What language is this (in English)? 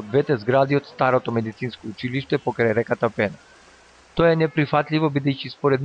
Macedonian